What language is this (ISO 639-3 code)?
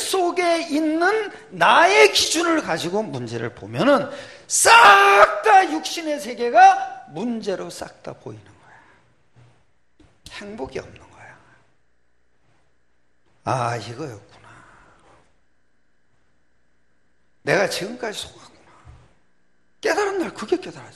kor